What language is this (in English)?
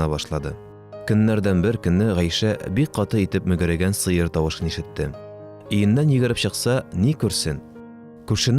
Tatar